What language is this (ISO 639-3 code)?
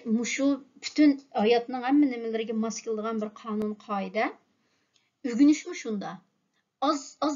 uig